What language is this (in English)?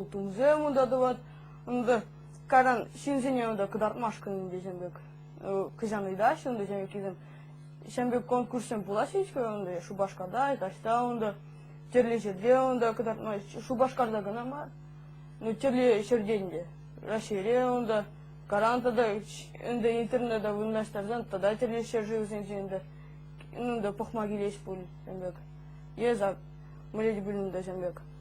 Chuvash